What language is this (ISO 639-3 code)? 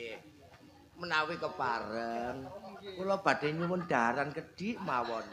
jav